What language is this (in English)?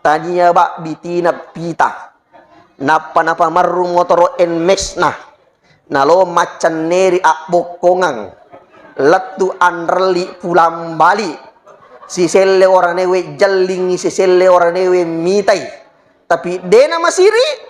Buginese